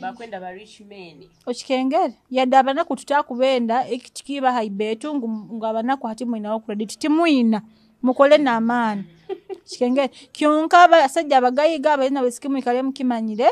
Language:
Nyoro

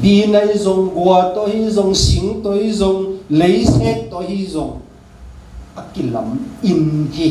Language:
Tedim Chin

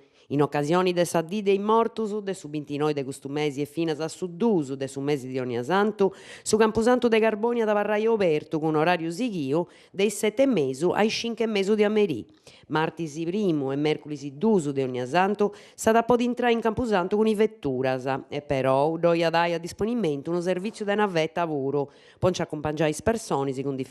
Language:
Sardinian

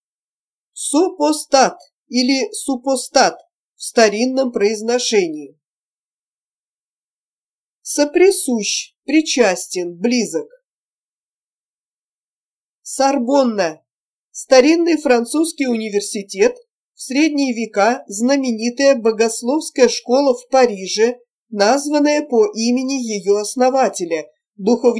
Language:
Russian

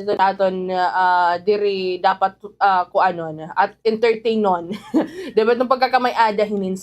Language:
Waray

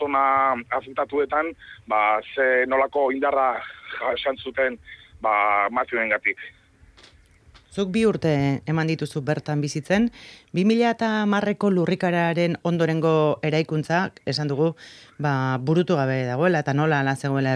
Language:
Basque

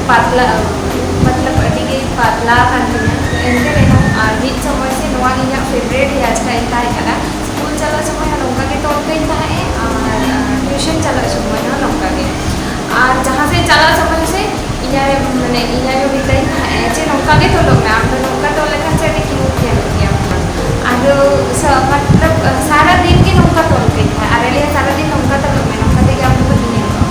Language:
Santali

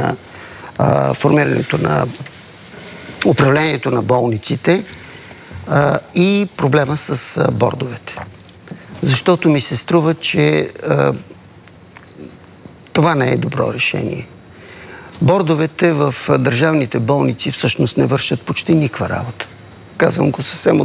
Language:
Bulgarian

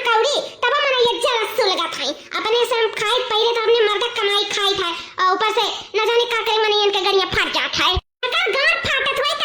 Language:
Awadhi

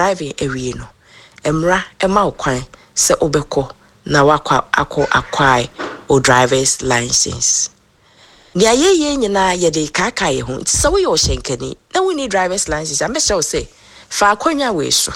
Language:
Akan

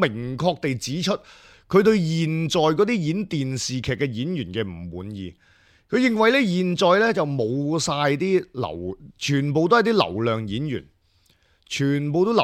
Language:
Cantonese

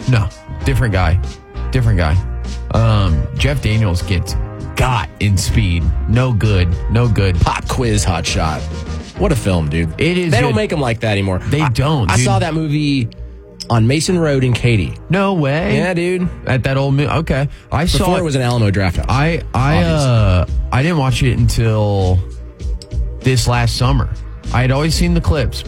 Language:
English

